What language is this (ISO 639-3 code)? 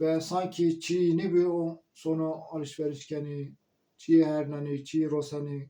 zza